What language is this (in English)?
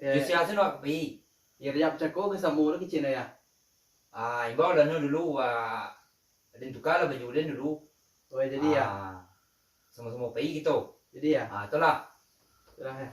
Minangkabau